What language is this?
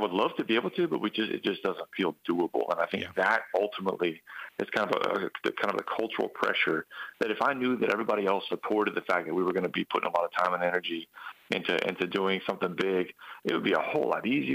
English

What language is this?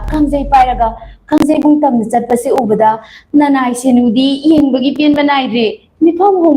Manipuri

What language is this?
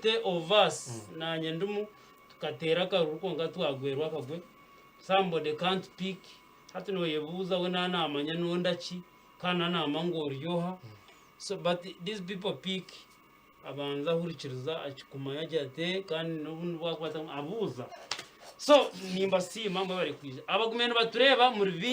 Nyankole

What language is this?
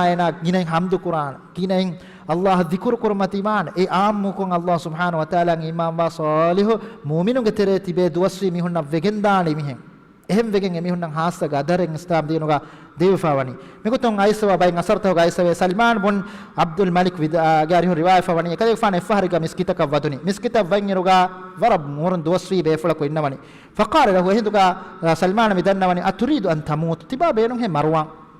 Divehi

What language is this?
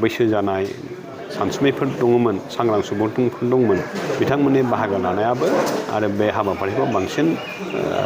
Bodo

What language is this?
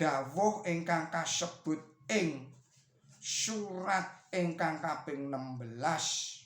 Javanese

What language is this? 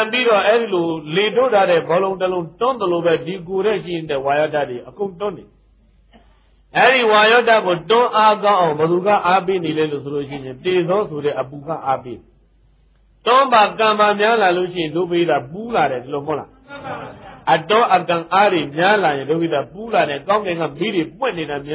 Burmese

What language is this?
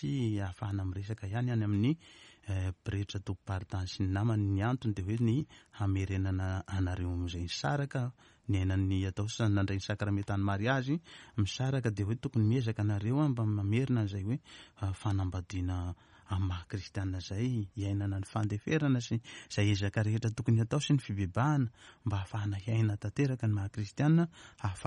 Malagasy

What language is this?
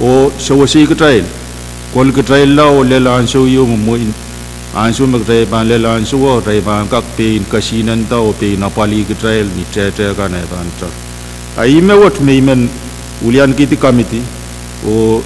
Pohnpeian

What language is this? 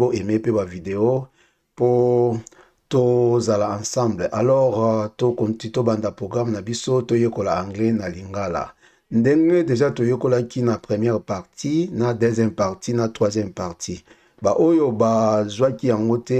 Lingala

